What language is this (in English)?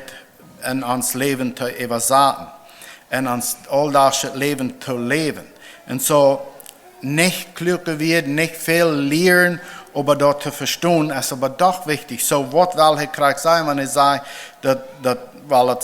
Plautdietsch